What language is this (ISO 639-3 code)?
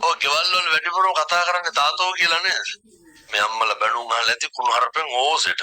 sin